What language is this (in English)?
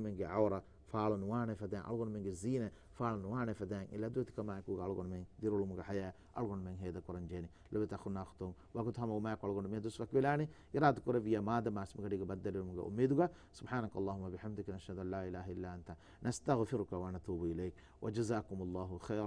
Divehi